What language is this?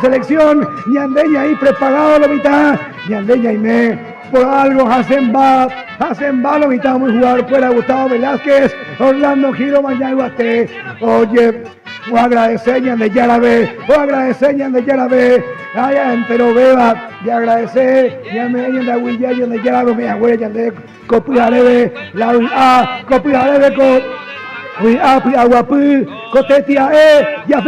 Guarani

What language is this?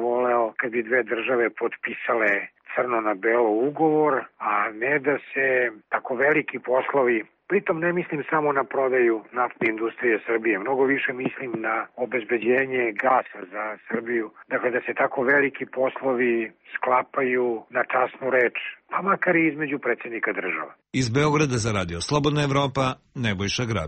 Serbian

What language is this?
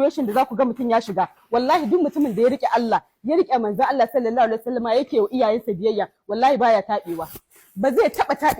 Hausa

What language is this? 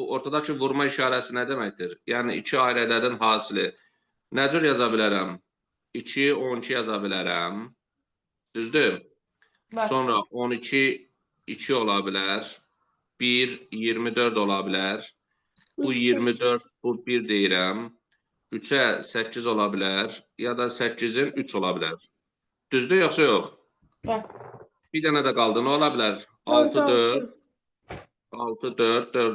Azerbaijani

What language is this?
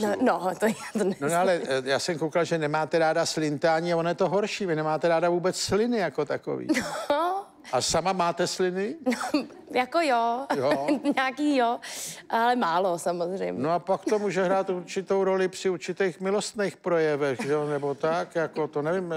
Czech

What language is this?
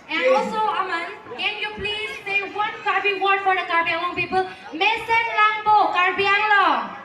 Karbi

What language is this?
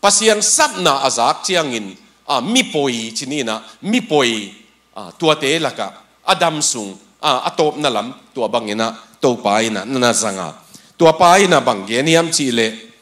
Tedim Chin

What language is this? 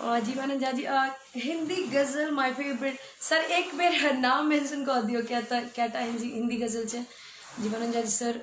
Maithili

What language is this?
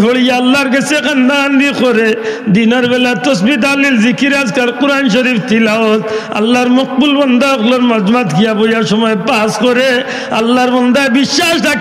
Sylheti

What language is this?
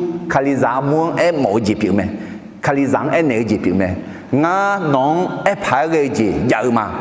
Akha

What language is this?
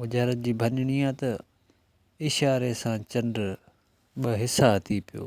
Sindhi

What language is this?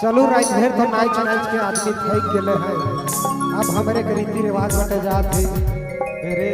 Sadri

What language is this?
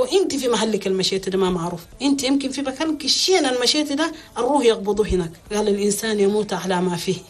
Chadian Arabic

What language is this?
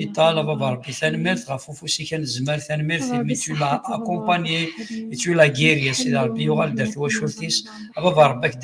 Kabyle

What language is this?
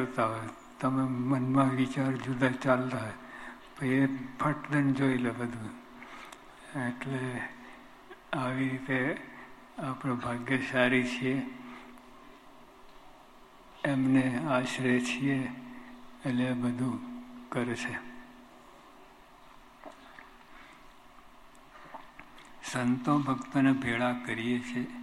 Gujarati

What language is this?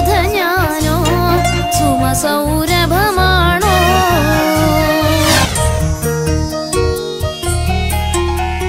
Malayalam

